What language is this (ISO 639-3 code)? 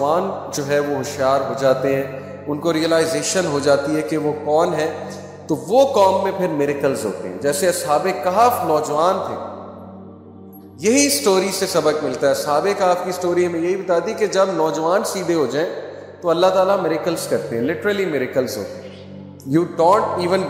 urd